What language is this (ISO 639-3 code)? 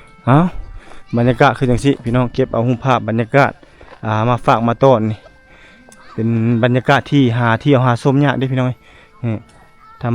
lao